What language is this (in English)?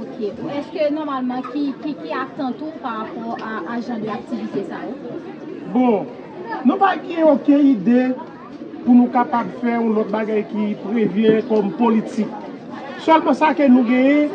Haitian Creole